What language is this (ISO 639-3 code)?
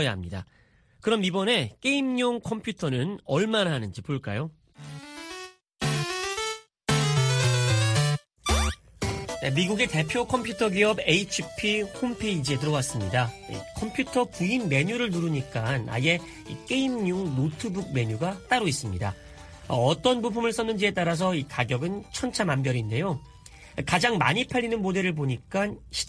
kor